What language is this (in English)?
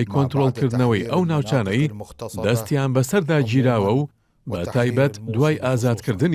Central Kurdish